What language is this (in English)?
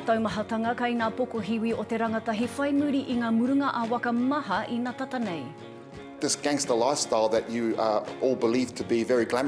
Māori